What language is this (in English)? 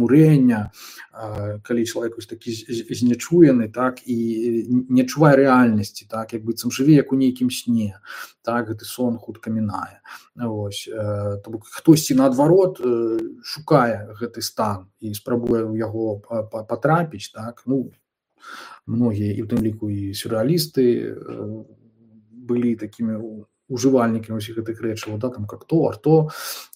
Belarusian